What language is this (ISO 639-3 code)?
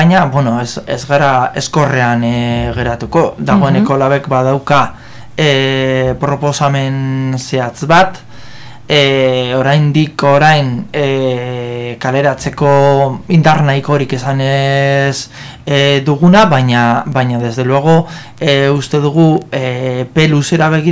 eus